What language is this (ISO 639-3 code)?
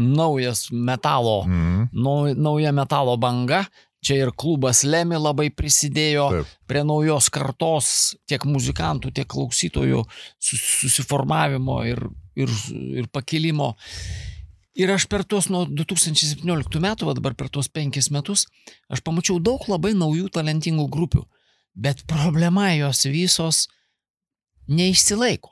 lit